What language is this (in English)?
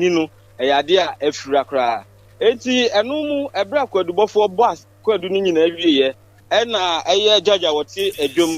Akan